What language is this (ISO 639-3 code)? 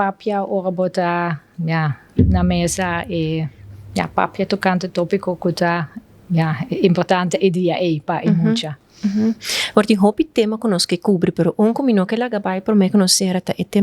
pap